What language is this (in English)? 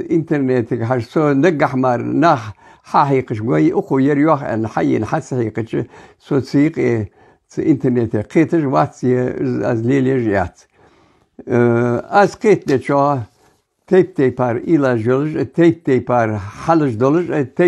Ingush